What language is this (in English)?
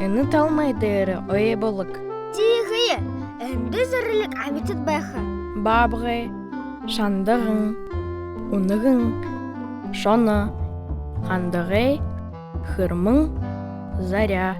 Buriat